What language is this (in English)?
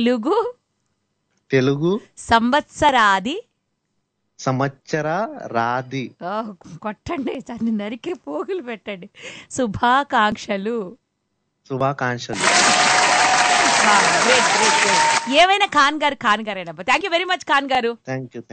Telugu